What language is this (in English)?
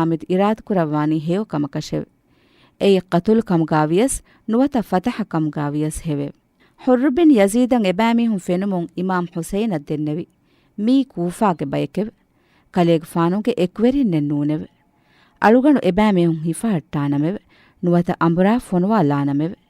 Divehi